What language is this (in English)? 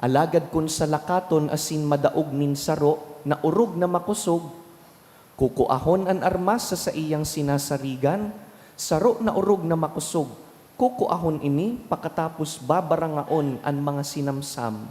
Bikol